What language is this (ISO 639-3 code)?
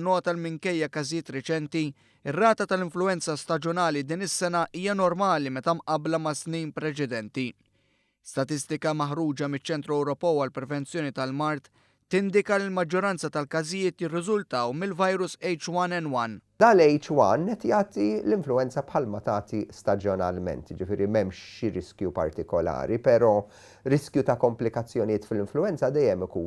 mlt